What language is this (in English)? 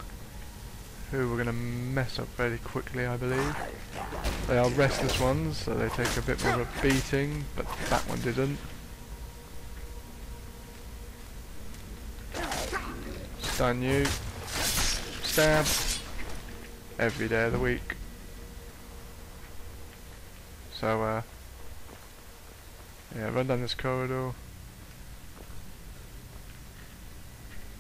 English